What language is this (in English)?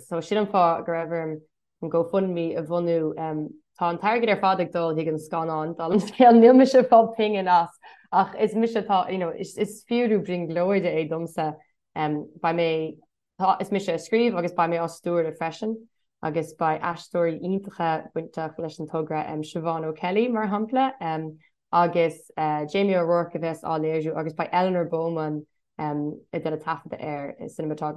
Irish